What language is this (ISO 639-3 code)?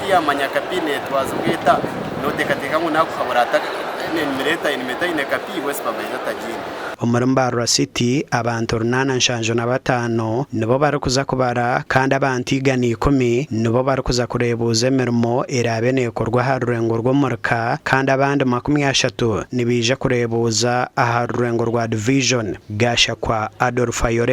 nyn